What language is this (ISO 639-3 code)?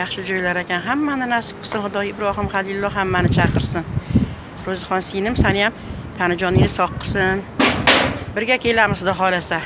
uzb